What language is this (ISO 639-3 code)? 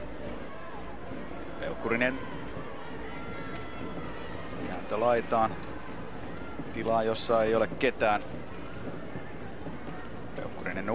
fin